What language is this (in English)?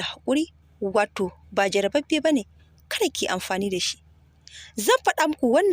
Hausa